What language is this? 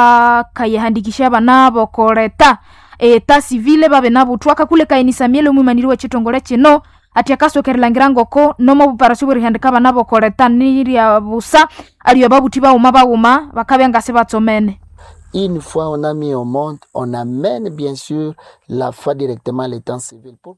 Nande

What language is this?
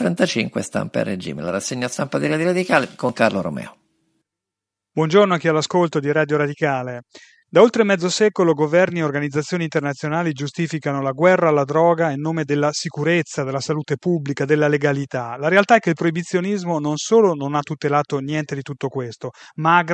Italian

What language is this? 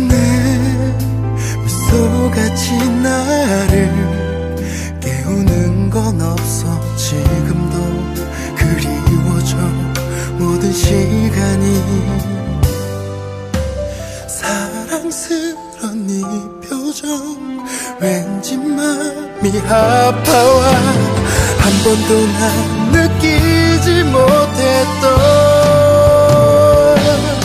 Korean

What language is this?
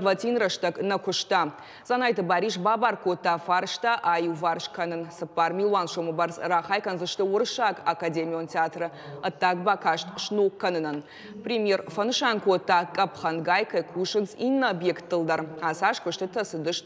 Ossetic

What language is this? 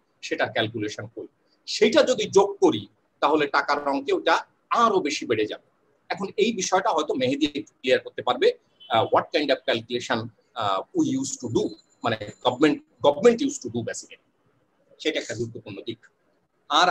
Bangla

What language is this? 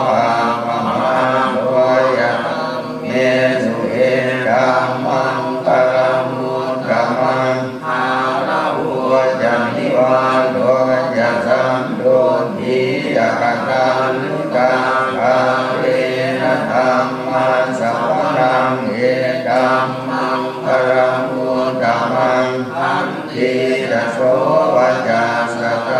Pali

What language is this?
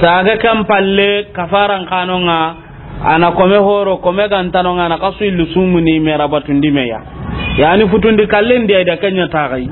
Soninke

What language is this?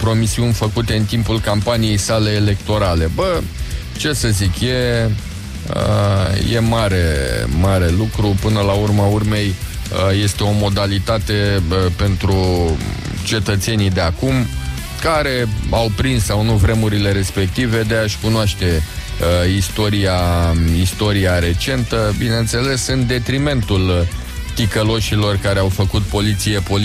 Romanian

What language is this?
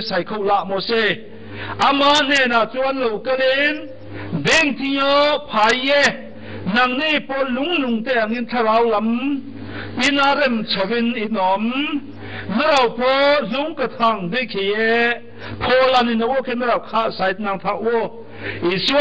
Riang (India)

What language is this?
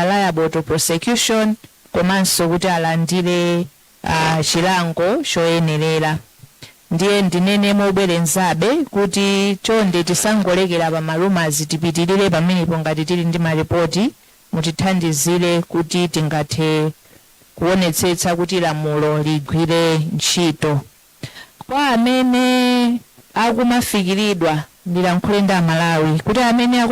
Nyanja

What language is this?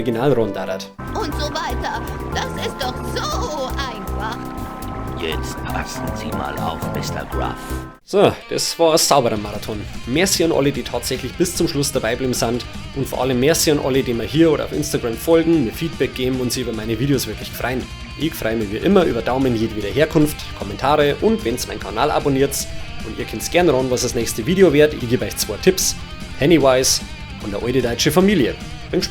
Bavarian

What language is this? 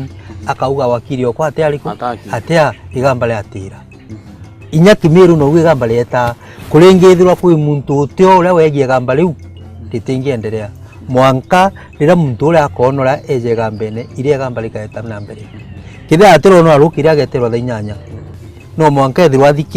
Meru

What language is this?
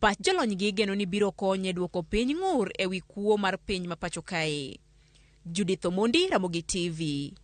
Luo (Kenya and Tanzania)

